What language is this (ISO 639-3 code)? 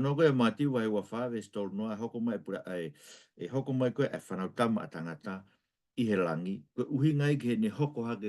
ton